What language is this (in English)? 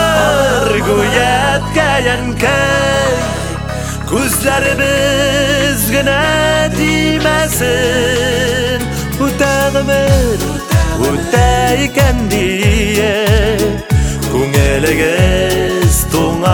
Tatar